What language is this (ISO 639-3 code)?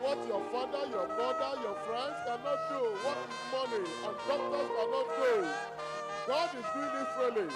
ewe